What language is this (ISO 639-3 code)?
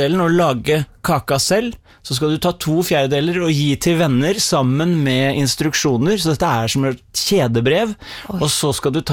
nor